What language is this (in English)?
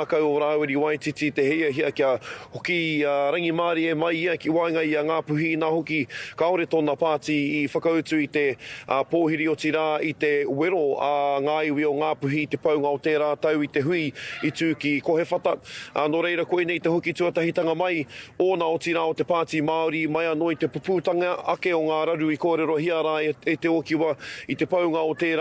Māori